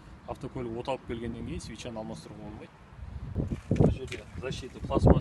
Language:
Kazakh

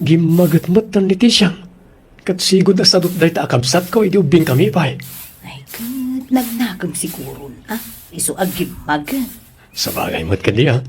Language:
Iloko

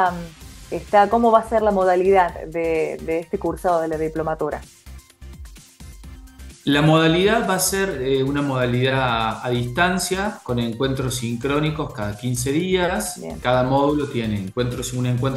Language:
Spanish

